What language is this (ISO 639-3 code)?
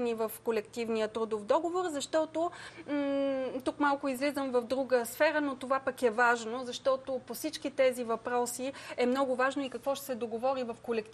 bul